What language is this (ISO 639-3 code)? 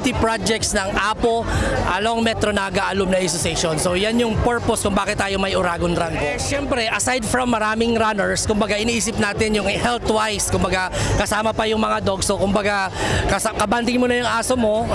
bik